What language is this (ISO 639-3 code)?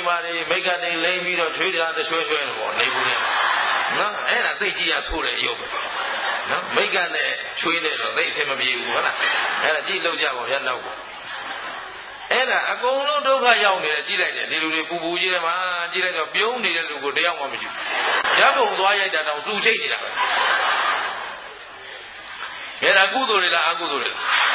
mya